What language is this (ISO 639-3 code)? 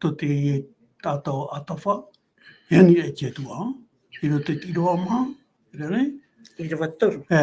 tah